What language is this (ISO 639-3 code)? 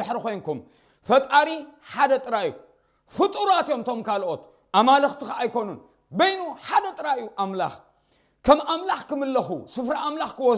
tir